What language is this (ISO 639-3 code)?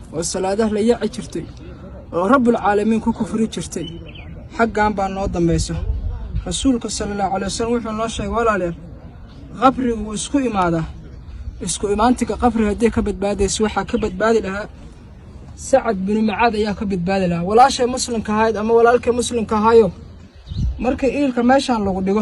som